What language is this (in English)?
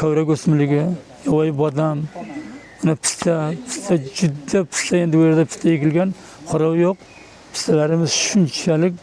Uzbek